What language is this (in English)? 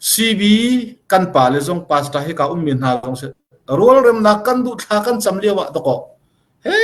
Hakha Chin